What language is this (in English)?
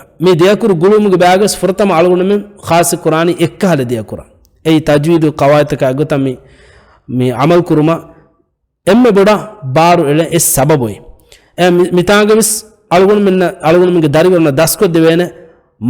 Divehi